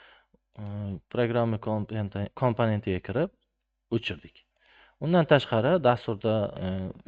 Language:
Uzbek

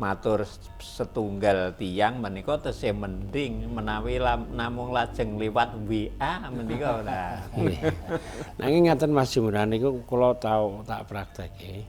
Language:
Javanese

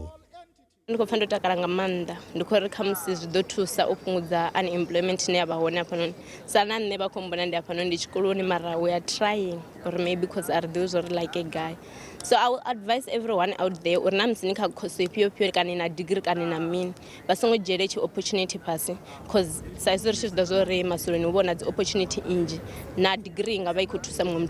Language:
Venda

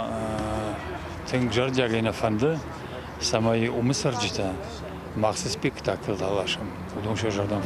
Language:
Ossetic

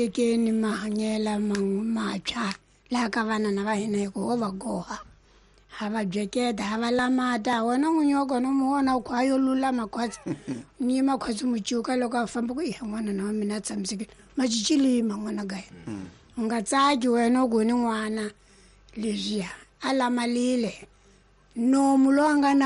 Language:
Tsonga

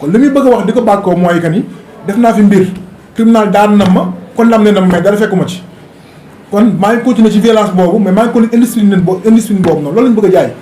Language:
Wolof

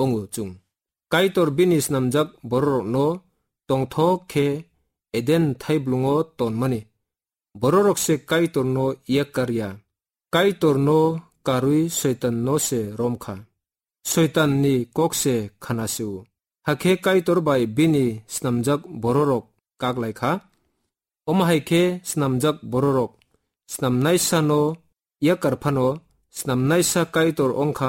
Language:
Kok Borok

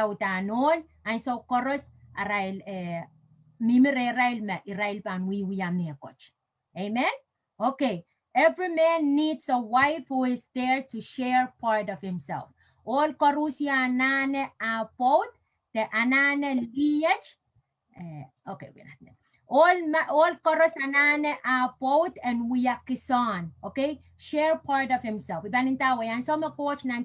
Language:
Pohnpeian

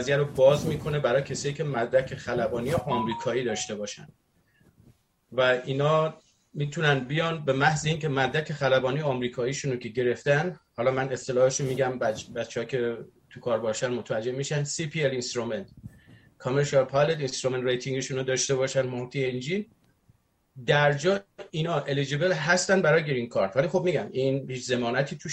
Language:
Persian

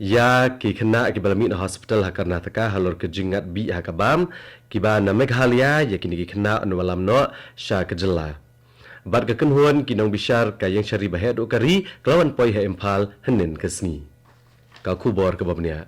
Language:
Khasi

